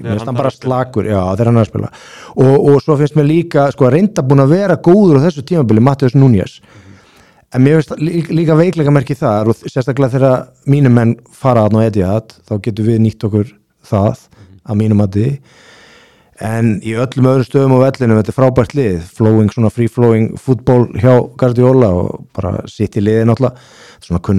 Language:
Icelandic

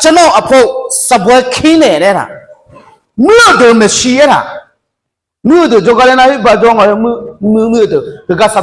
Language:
Akha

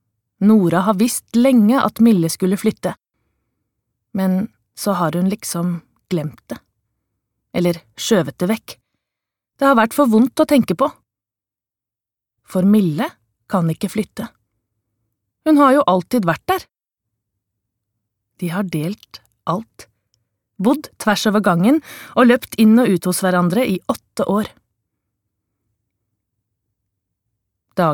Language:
Norwegian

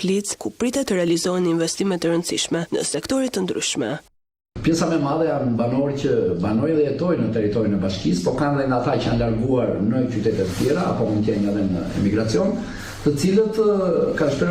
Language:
Albanian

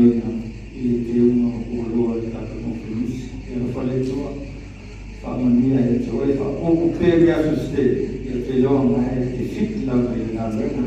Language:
Samoan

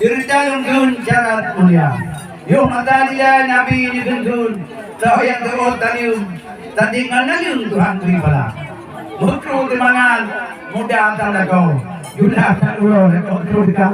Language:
Achinese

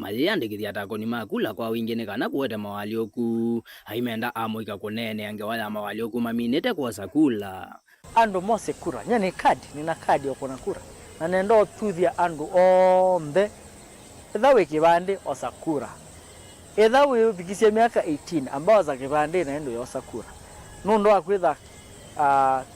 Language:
Kamba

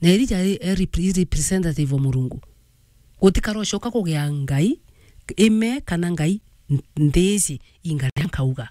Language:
Meru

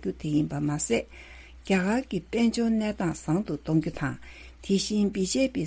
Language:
Tibetan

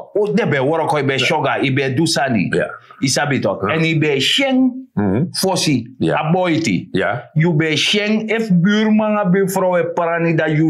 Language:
Sranan Tongo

